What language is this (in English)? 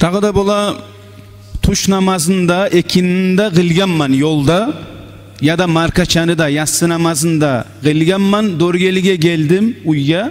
Kumyk